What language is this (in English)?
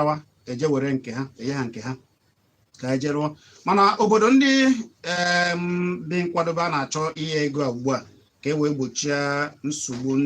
Igbo